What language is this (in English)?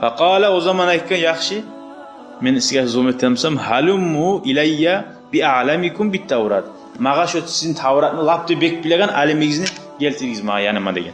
Kumyk